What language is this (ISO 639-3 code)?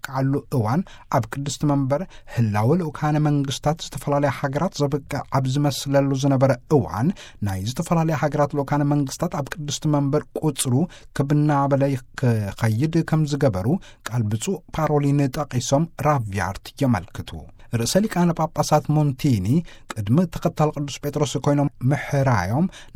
tir